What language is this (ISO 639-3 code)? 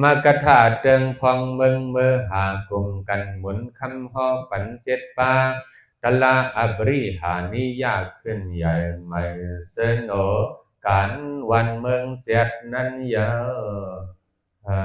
shn